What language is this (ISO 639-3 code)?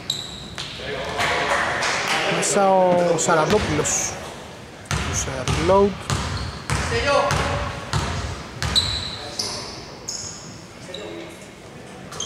ell